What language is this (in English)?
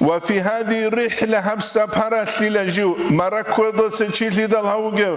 Avaric